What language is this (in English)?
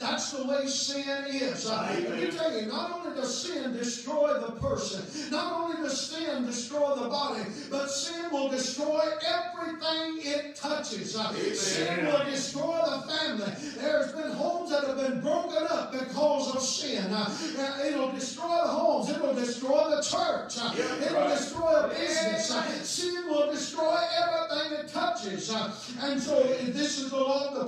English